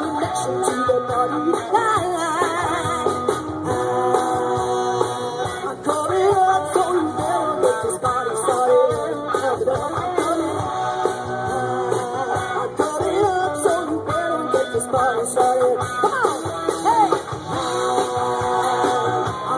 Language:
English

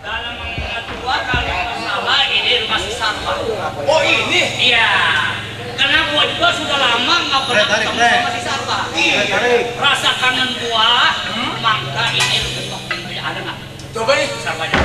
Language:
Betawi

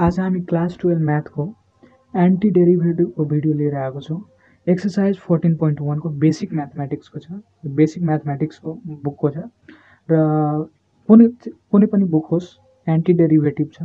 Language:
Nepali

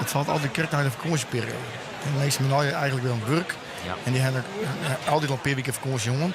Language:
Western Frisian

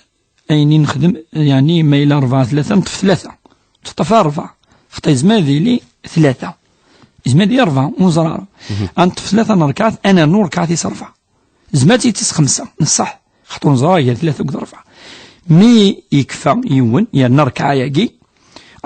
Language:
Kabyle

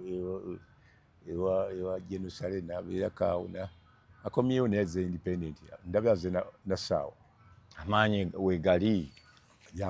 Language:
Ganda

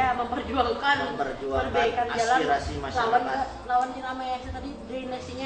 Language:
Banjar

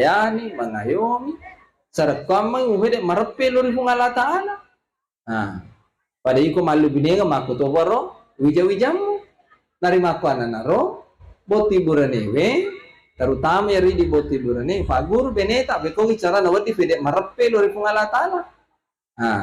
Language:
Buginese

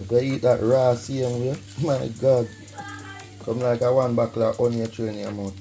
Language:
Jamaican Creole English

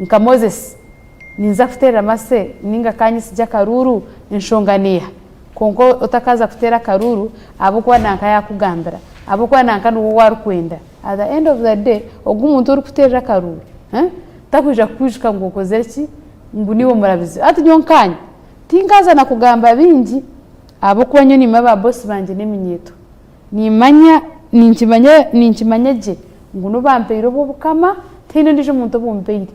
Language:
Nyankole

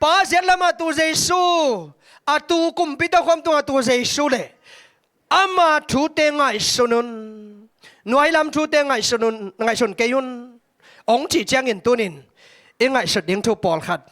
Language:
Tedim Chin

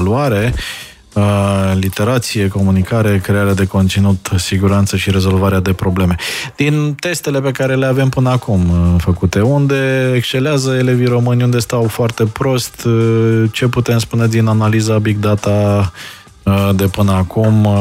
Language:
Romanian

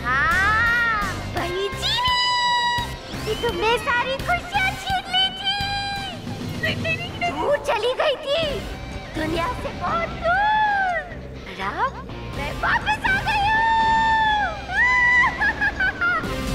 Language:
Hindi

